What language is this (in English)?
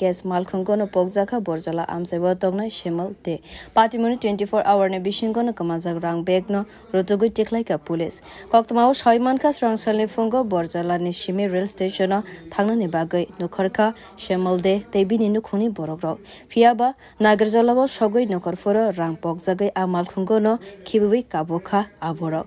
Kok Borok